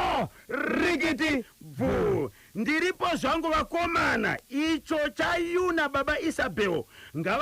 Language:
Shona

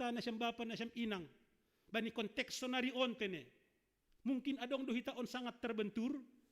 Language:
Batak Simalungun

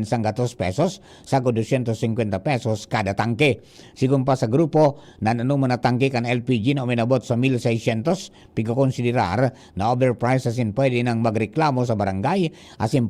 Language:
Bikol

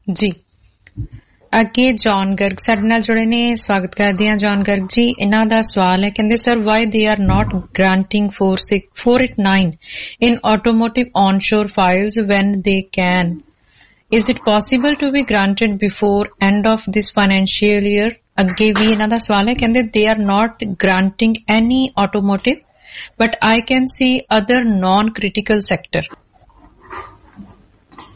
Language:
Punjabi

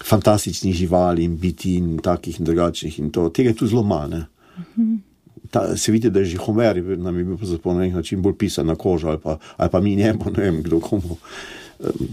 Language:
Slovenian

